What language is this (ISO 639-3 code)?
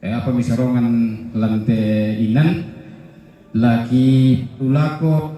sda